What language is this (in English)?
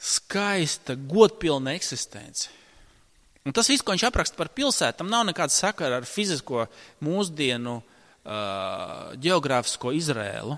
Latvian